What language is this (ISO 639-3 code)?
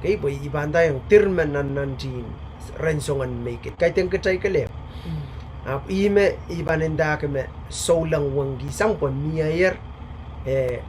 pon